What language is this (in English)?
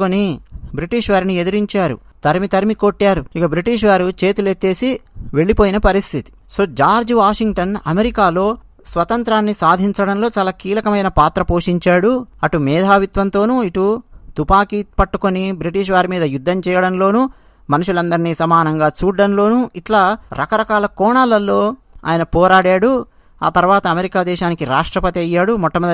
Telugu